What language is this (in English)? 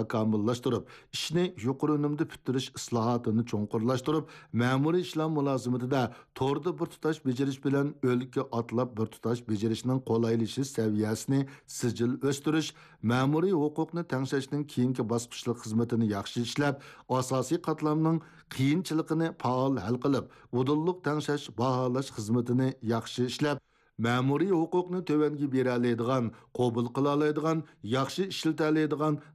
Uyghur